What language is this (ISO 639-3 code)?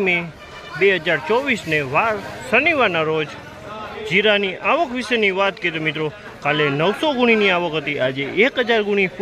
guj